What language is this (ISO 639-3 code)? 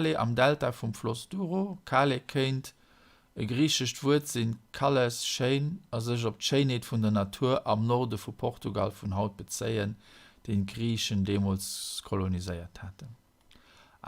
ltz